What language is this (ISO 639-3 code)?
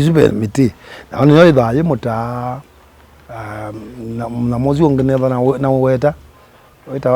kam